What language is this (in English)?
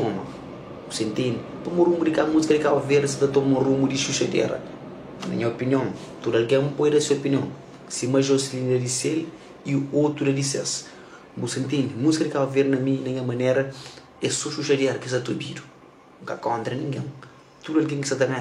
Kabuverdianu